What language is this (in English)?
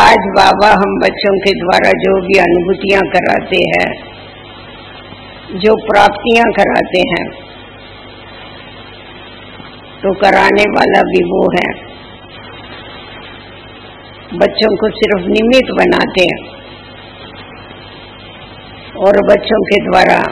Hindi